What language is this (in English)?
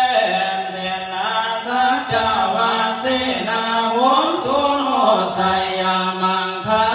Pali